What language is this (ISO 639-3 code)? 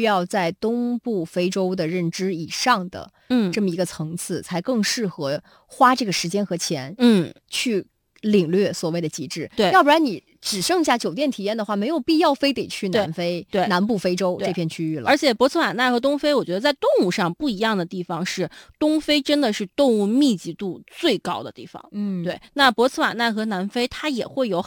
zho